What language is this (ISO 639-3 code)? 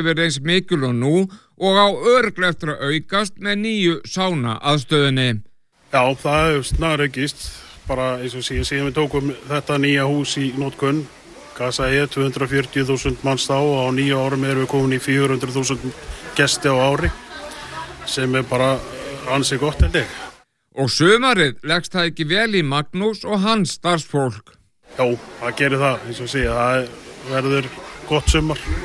isl